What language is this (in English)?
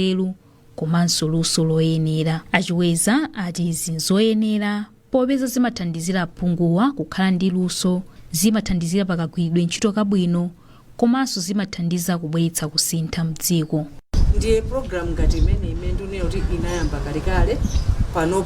Nyanja